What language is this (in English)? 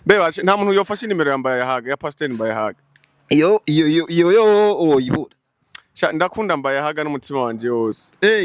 Rundi